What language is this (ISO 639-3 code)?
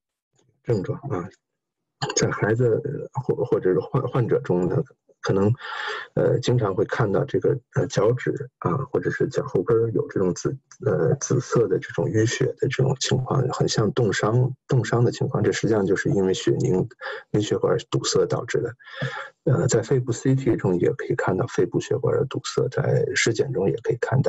zho